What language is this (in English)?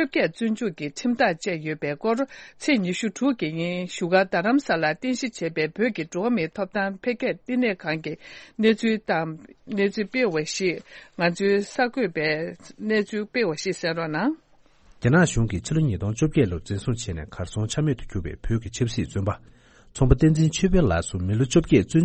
Tibetan